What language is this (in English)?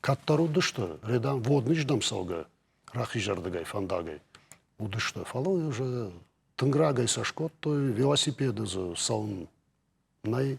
Ossetic